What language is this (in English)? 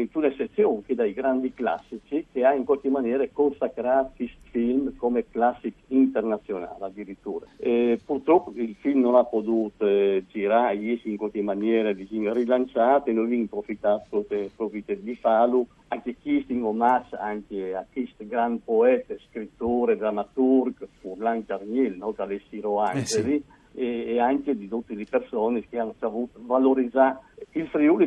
Friulian